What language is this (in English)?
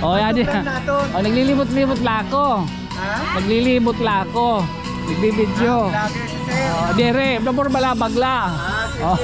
Waray